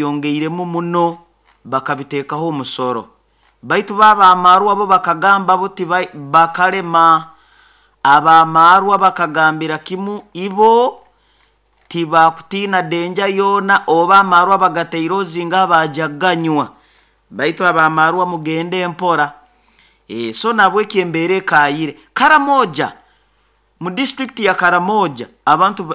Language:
Nyoro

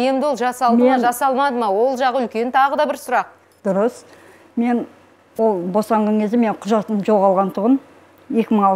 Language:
Kazakh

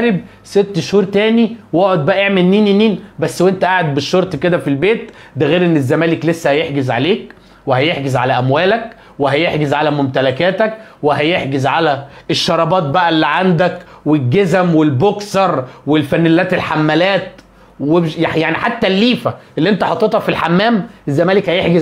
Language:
Egyptian Arabic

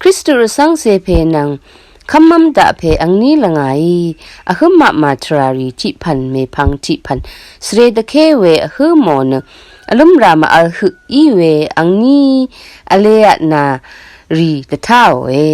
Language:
Rawang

